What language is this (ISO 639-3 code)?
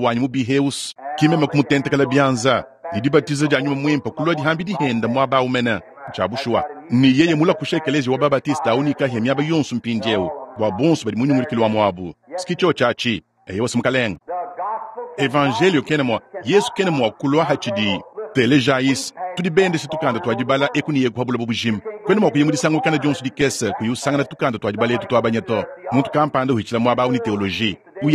lua